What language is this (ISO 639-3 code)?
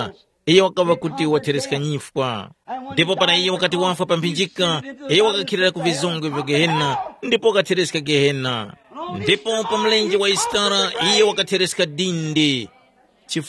tum